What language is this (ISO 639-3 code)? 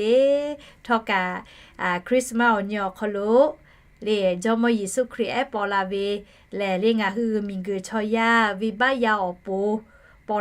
lhu